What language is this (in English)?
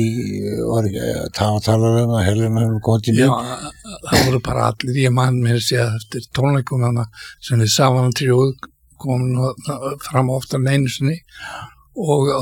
Icelandic